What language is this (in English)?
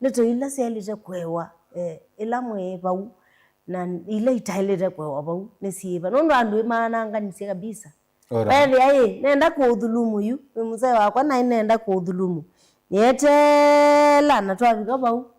Kamba